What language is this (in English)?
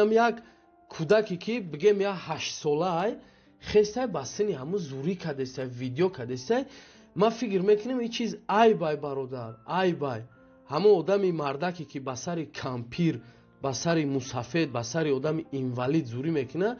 Tajik